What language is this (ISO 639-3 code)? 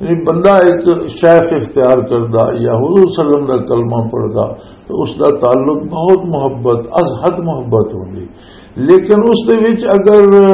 lah